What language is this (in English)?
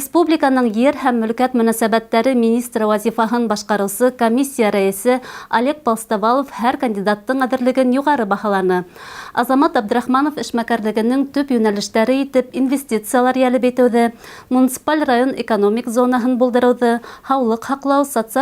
Bashkir